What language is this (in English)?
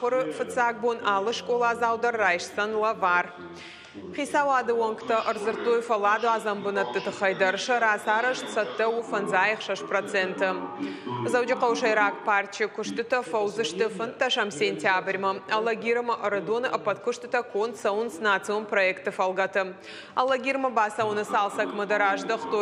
Ossetic